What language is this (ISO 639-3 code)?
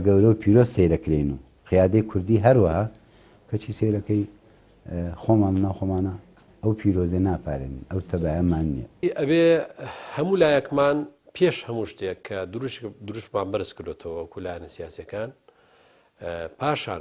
ckb